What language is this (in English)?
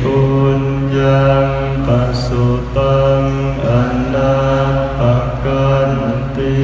Northeastern Thai